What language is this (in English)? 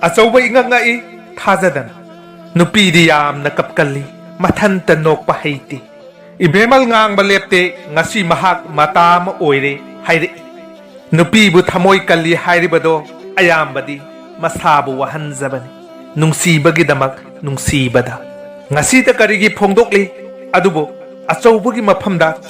Manipuri